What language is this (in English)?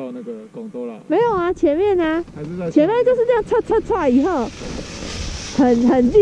Chinese